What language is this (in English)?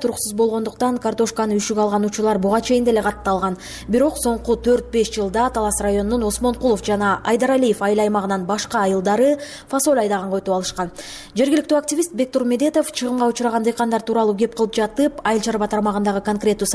Kyrgyz